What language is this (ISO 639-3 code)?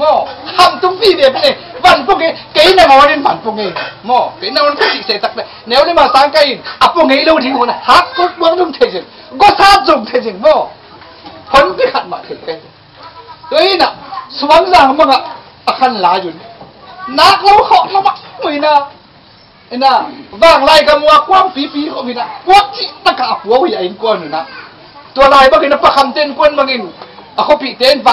ctd